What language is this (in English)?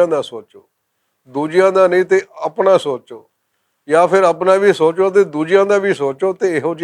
Western Panjabi